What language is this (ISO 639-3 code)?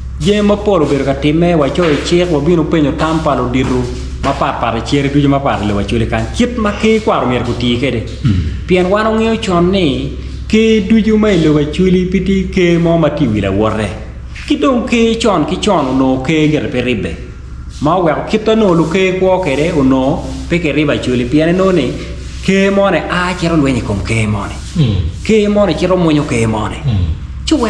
ach